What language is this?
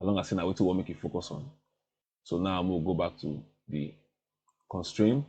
Nigerian Pidgin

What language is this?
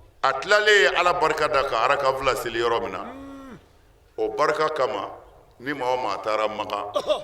Bambara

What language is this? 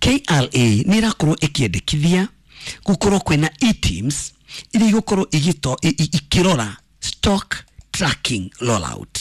Kikuyu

